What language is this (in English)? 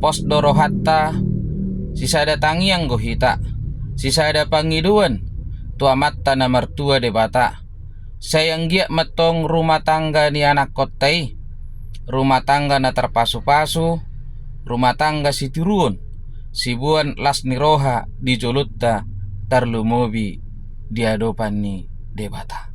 Batak Toba